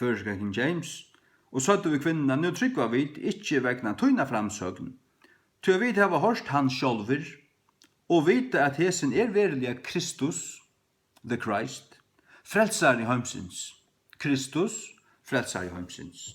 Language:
Faroese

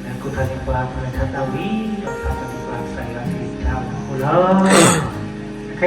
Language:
S'gaw Karen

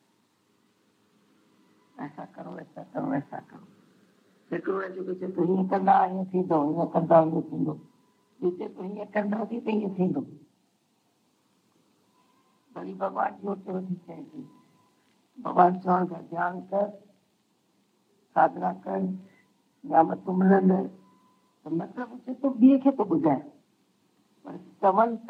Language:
Hindi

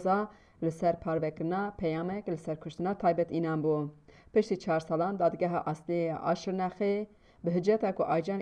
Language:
Kurdish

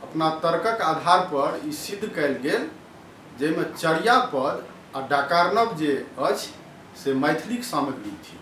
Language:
Maithili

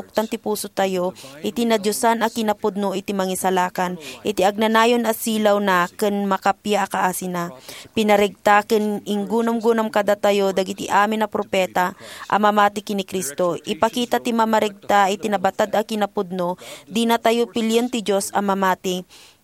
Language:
Iloko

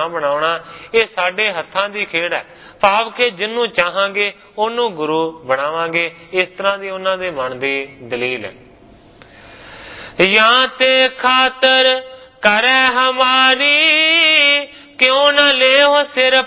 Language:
Punjabi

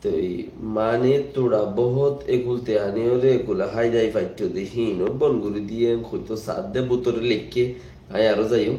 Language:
Rohingya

